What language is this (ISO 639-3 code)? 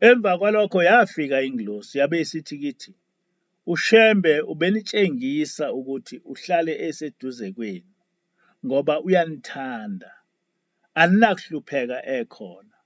zul